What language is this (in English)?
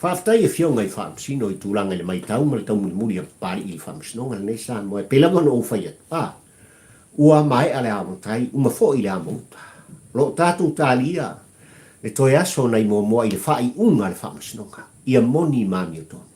Samoan